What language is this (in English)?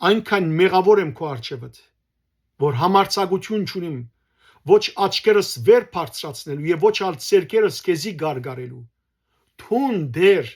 Western Armenian